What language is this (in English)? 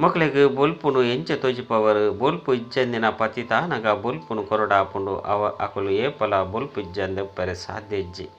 Tulu